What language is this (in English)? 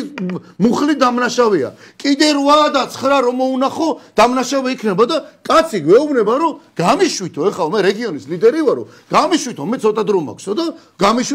Georgian